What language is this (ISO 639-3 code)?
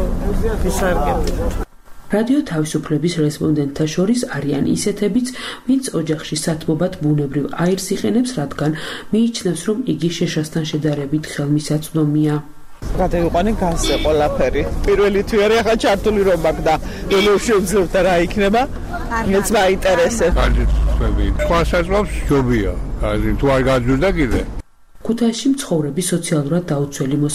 kat